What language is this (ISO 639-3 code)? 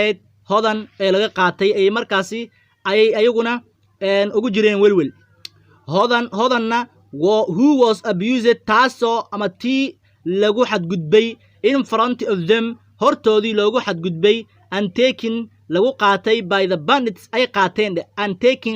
som